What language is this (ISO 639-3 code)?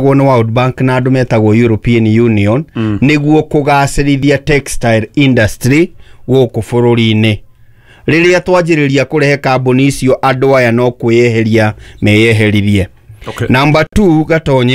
kik